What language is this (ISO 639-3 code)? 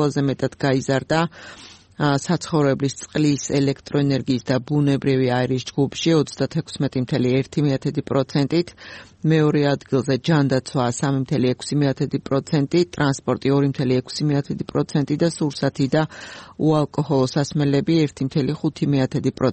kat